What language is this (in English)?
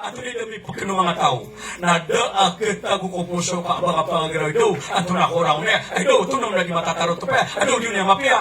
Maranao